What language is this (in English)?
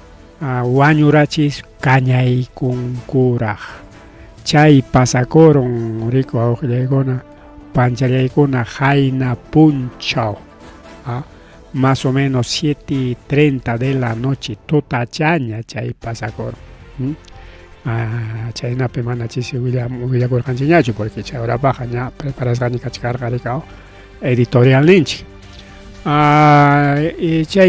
Ayacucho Quechua